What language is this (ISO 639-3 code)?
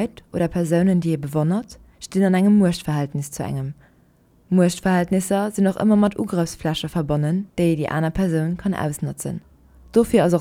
ltz